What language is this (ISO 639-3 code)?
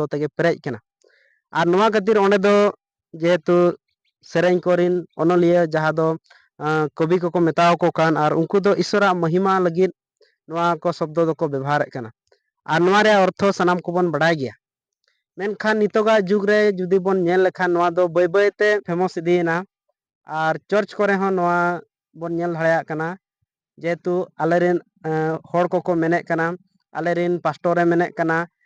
sat